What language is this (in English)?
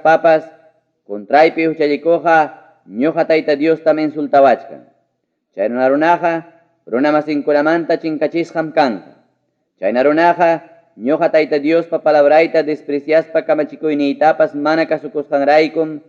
Ayacucho Quechua